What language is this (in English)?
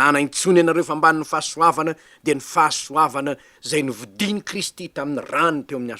Malagasy